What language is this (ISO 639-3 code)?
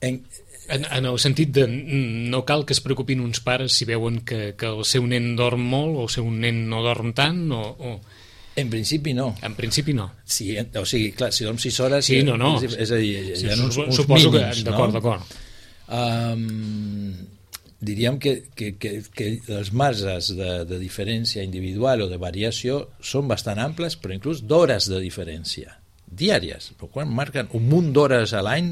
cat